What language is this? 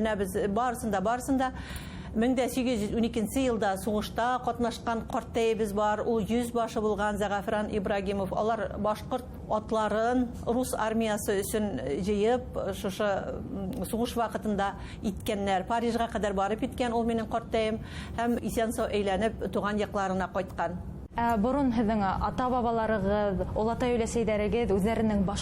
Bashkir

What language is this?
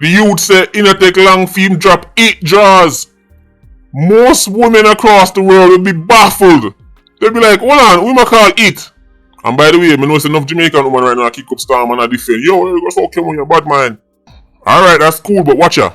Jamaican Creole English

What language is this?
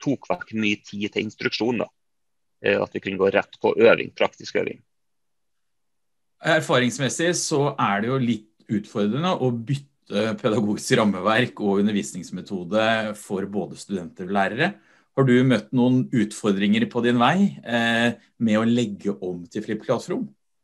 Norwegian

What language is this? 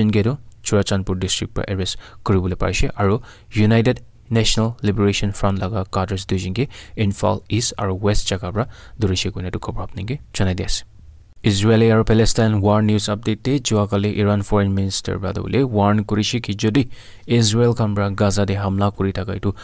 Naga Pidgin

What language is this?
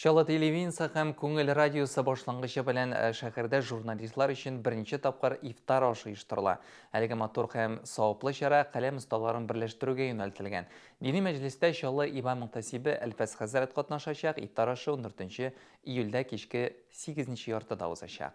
Tatar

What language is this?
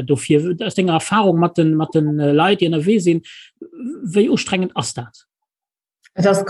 Luxembourgish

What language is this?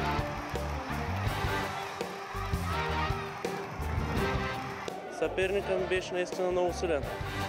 Bulgarian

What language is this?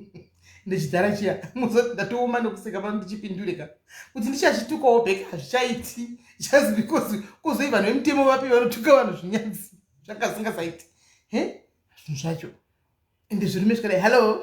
Shona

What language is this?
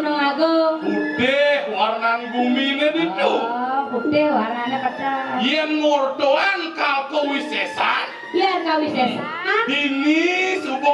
Balinese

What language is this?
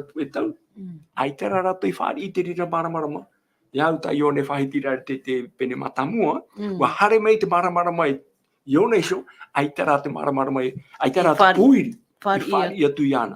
Tahitian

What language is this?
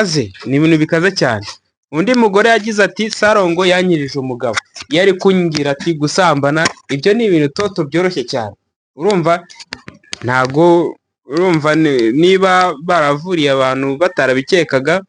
Kinyarwanda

